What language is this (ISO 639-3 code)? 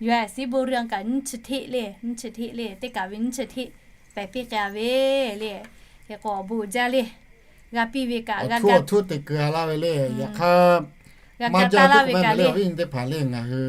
lhu